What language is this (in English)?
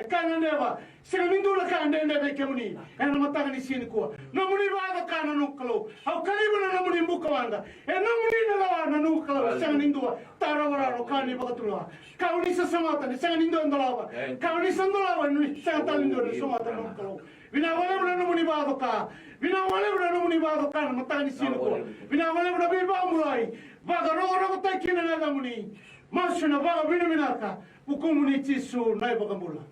Fijian